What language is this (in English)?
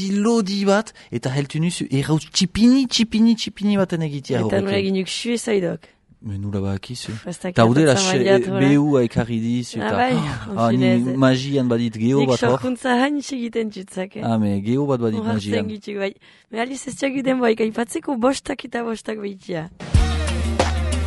Basque